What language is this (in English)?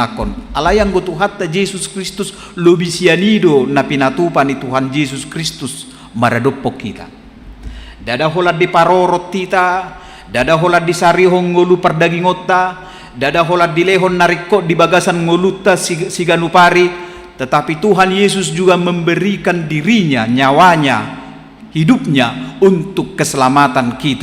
Batak Toba